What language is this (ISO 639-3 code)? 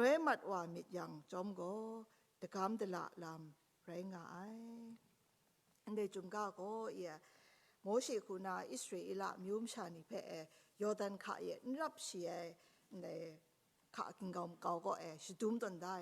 kac